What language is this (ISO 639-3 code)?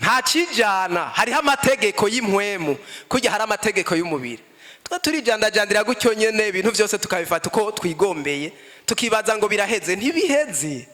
run